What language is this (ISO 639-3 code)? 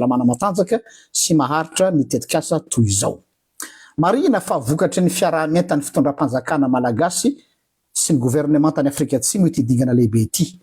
mlg